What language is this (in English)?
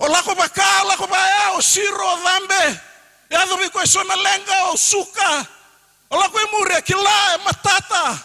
Fijian